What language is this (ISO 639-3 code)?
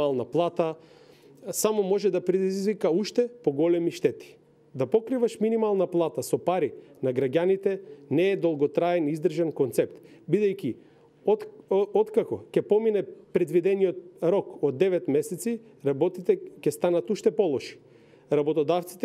mkd